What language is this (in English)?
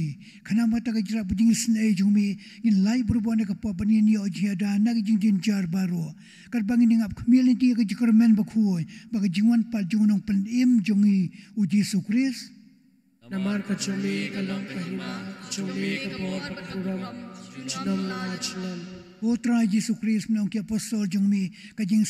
Khasi